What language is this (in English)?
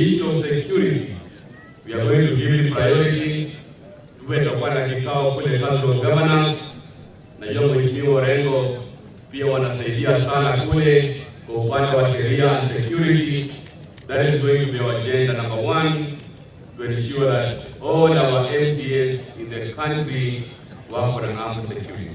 Gusii